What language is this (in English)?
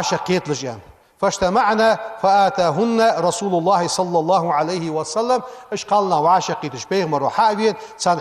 Ingush